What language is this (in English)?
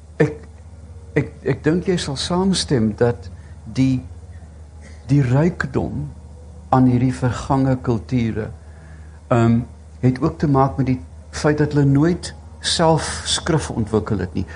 Afrikaans